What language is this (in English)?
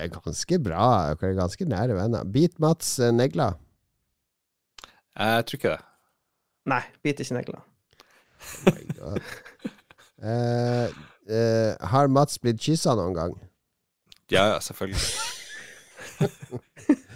Norwegian